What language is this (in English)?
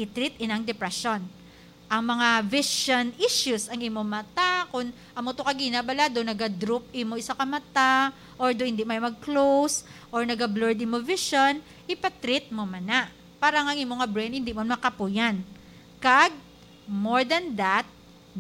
Hiligaynon